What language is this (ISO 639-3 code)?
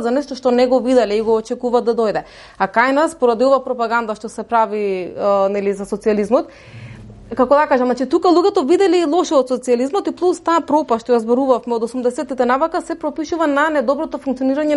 mkd